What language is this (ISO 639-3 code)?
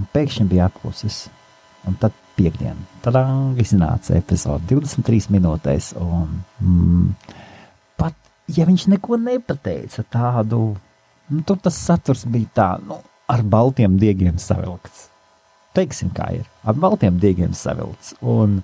lav